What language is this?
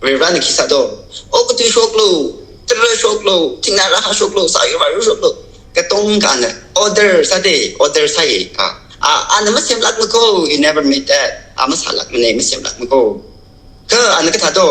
Tangkhul Naga (India)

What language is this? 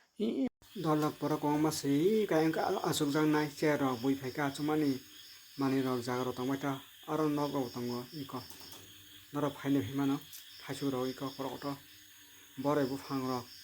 Kok Borok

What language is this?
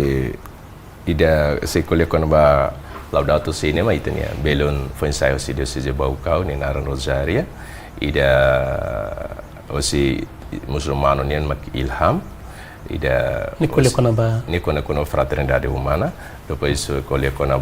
Tetum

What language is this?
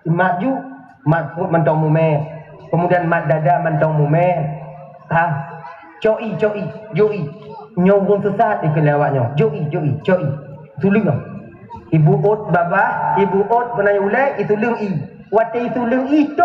Achinese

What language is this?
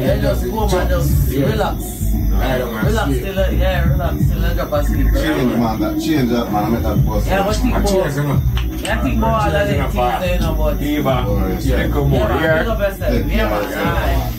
Jamaican Creole English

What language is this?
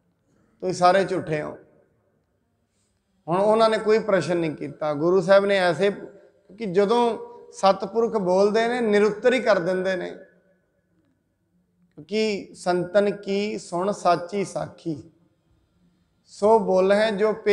Punjabi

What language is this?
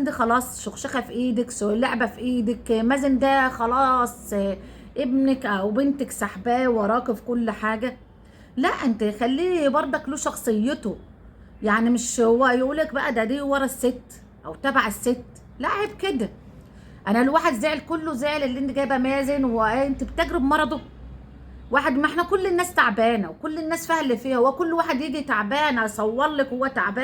Egyptian Arabic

